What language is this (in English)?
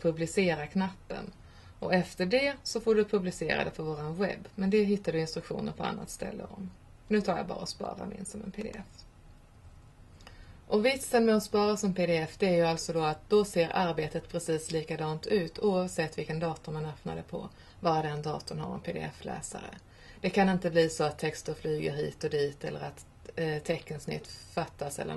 Swedish